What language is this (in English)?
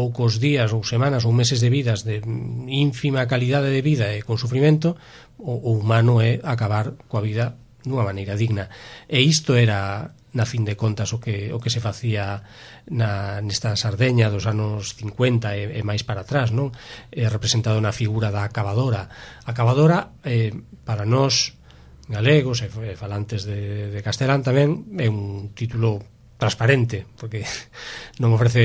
Galician